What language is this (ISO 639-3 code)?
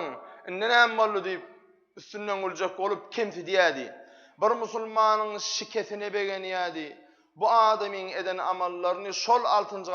tuk